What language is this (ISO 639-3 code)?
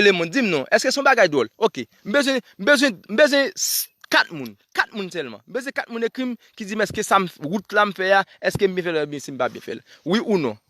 hat